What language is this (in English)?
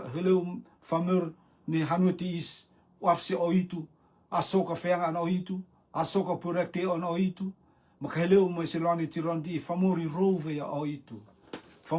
Rotuman